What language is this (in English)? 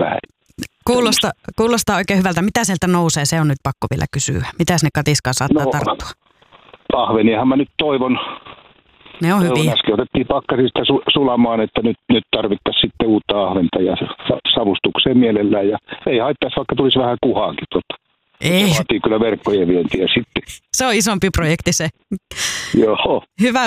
Finnish